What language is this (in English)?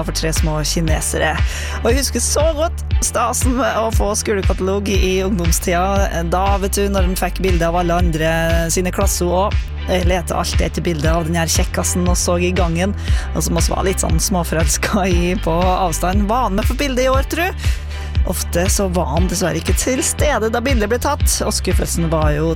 Norwegian